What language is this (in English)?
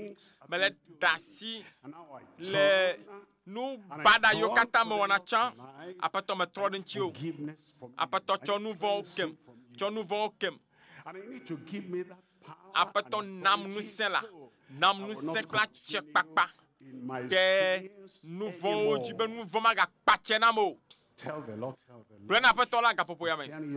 Ewe